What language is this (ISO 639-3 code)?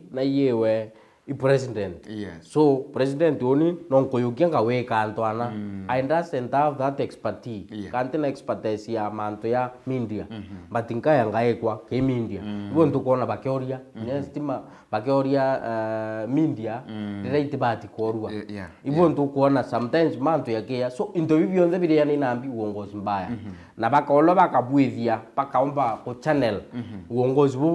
mer